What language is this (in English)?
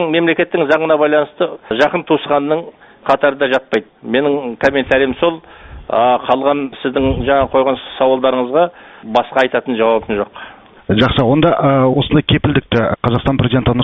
Kazakh